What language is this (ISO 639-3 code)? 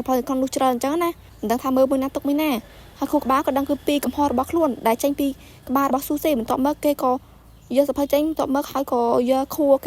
khm